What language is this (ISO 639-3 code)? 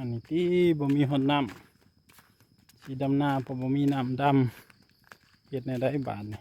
tts